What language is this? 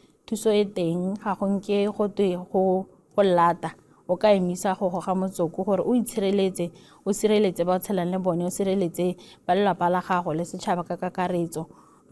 Tswana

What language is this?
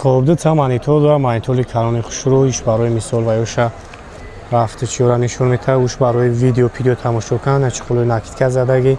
Tajik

